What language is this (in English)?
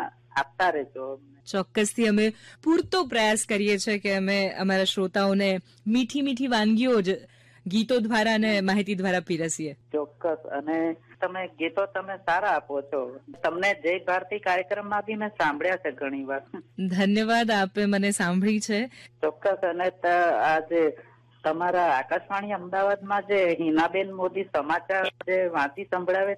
Gujarati